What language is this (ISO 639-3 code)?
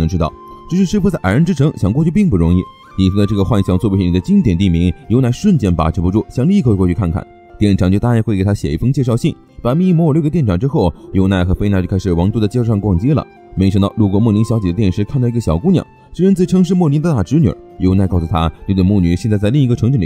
zho